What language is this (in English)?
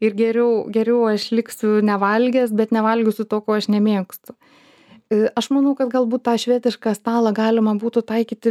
Lithuanian